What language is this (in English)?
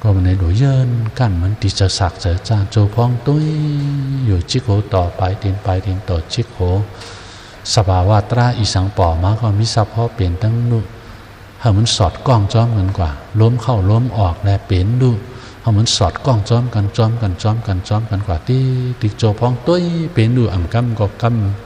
Shan